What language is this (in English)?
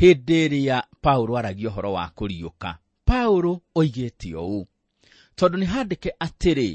Kikuyu